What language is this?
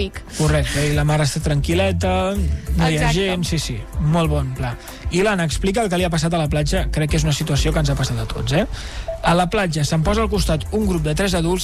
Catalan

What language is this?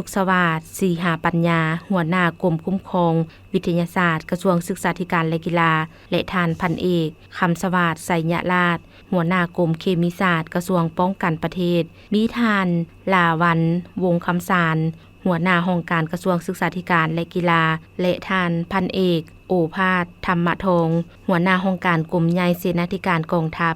Lao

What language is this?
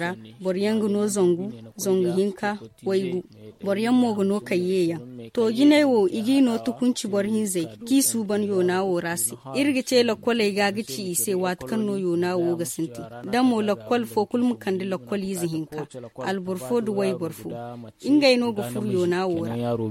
Zarma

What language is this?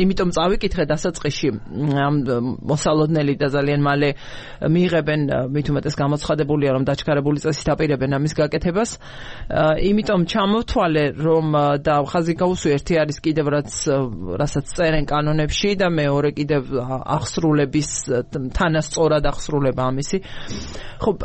Georgian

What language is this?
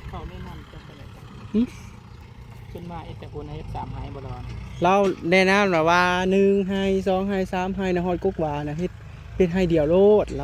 Northeastern Thai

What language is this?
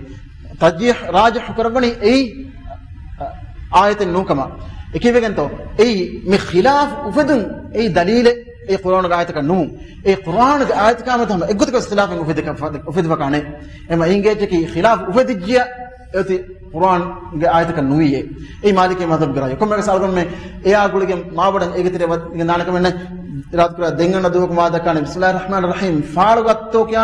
Divehi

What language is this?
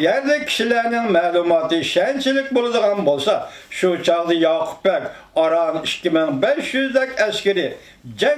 Uyghur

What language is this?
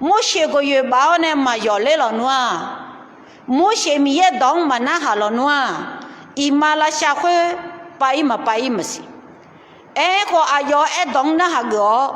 Akha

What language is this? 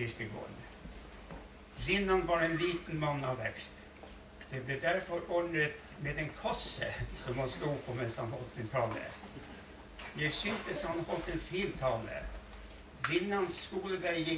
Norwegian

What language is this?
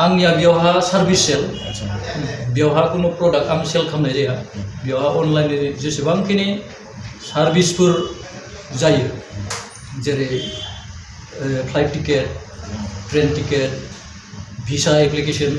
Bodo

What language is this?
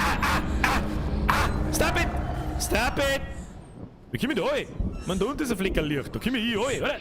Bavarian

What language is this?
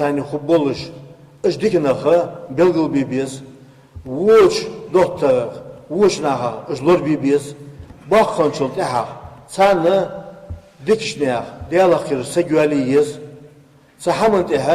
Ingush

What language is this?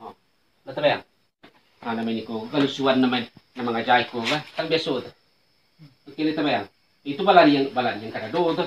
Minangkabau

